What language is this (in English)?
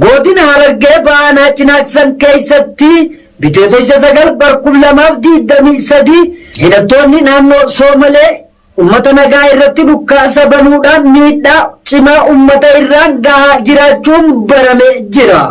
Oromo